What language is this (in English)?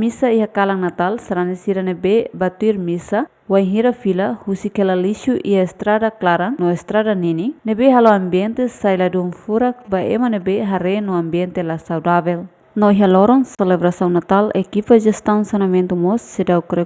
Tetum